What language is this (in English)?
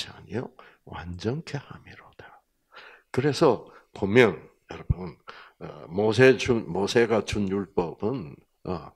Korean